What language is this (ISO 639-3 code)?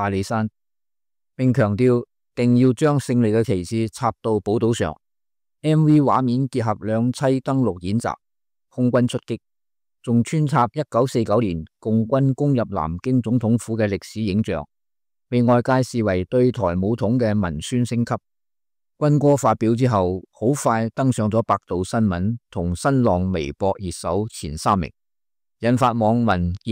yue